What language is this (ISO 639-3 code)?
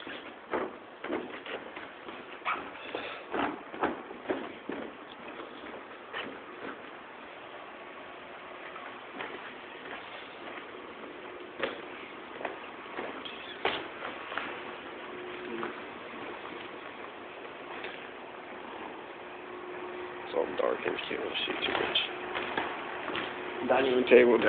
eng